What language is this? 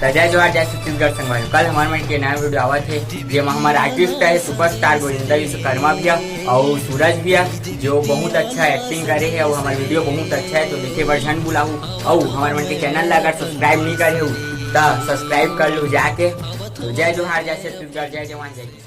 Chhattisgarhi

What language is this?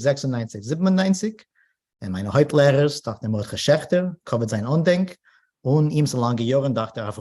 Yiddish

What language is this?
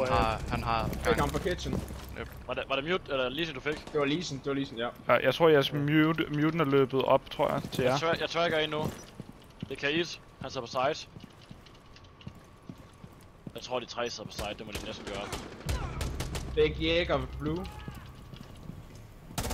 Danish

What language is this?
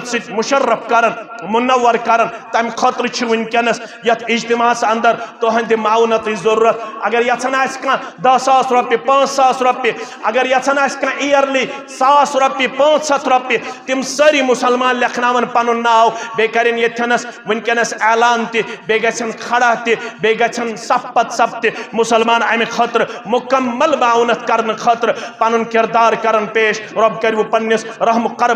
Kashmiri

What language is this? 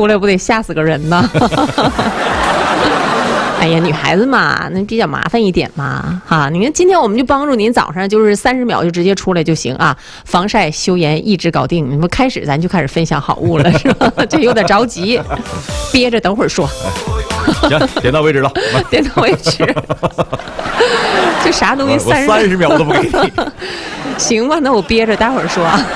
Chinese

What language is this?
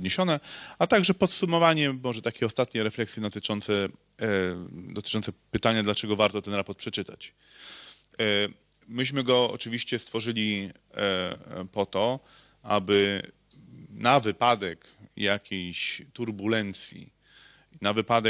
Polish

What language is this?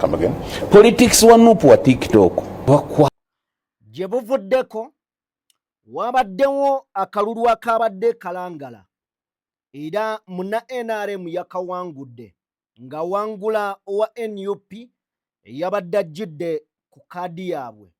Ganda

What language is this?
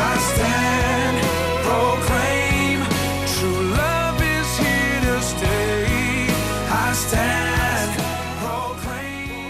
Batak Toba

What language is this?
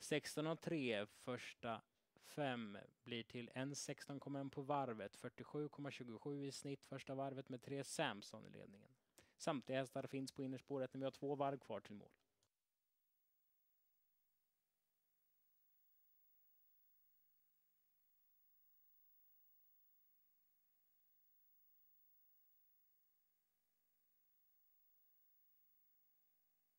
Swedish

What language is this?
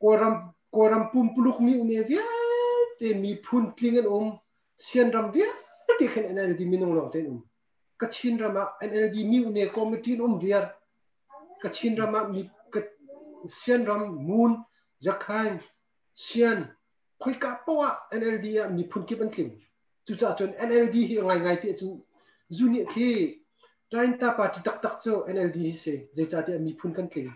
Hakha Chin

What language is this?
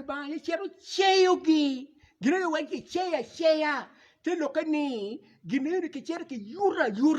Acoli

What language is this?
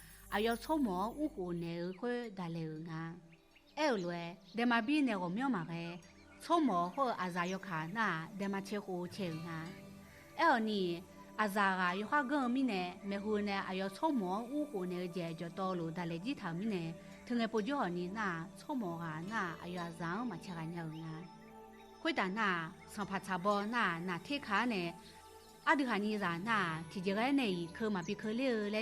Akha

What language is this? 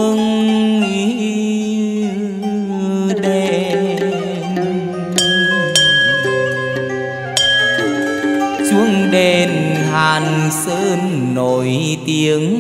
Vietnamese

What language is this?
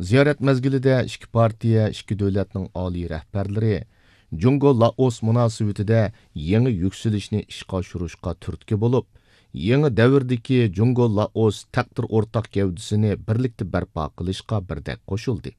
Uyghur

